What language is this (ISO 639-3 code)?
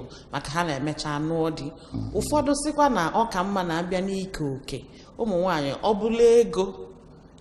ibo